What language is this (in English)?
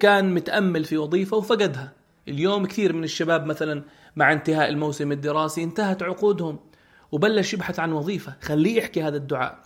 North Levantine Arabic